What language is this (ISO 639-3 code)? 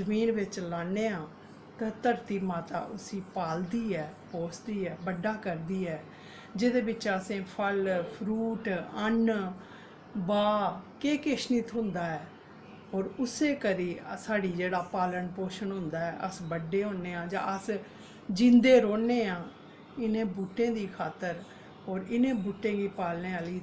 doi